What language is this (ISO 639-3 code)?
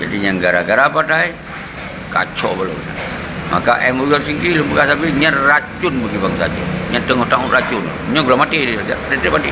ace